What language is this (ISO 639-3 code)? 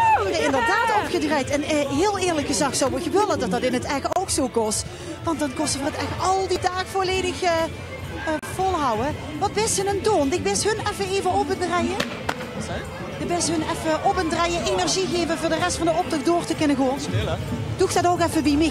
lim